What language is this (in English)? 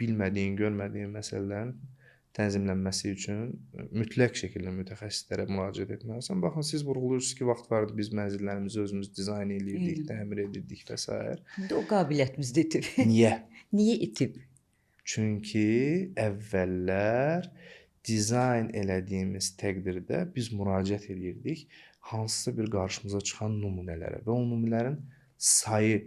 Azerbaijani